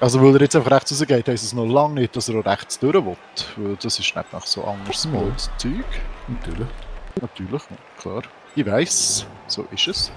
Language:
Swiss German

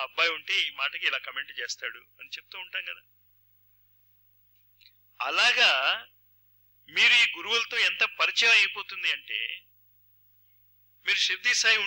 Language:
Telugu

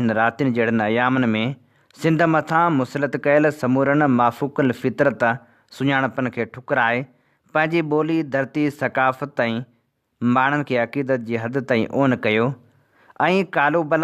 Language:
Sindhi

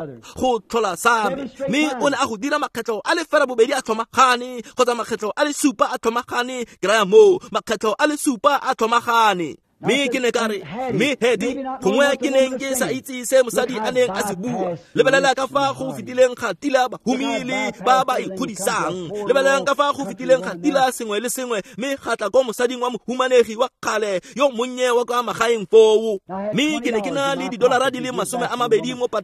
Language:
Tswana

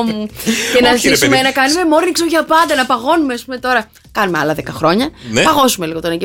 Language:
Greek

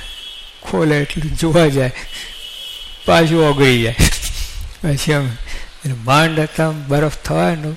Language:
Gujarati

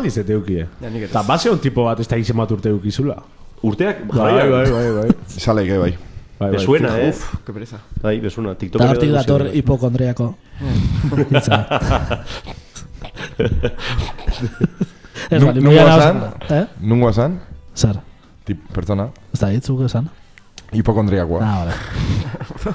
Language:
Basque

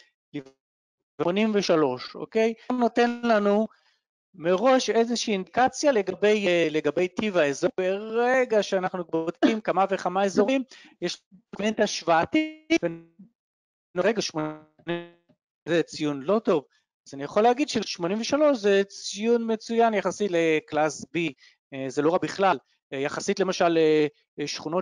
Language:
Hebrew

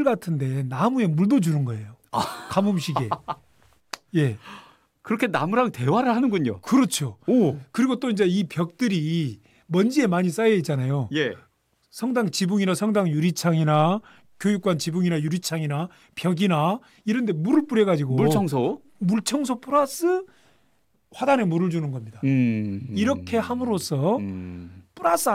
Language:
Korean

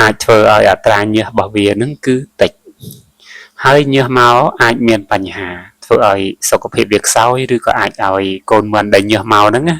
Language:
Khmer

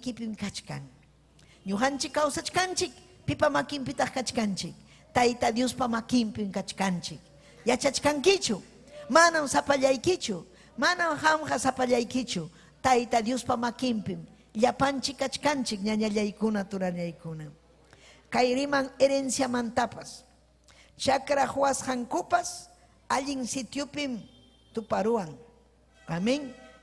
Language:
Ayacucho Quechua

